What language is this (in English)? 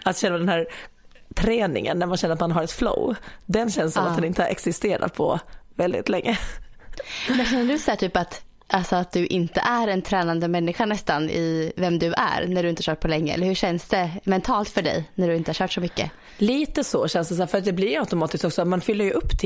Swedish